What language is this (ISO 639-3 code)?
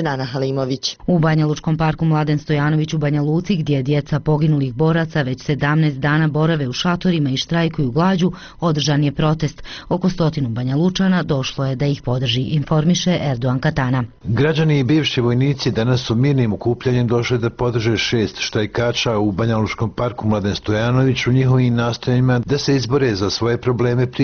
bos